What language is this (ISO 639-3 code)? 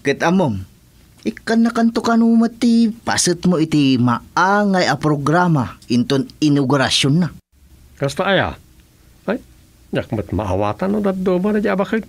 ilo